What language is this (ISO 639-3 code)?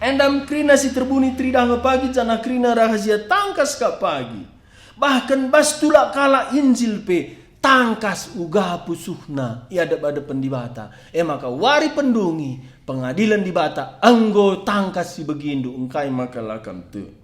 btx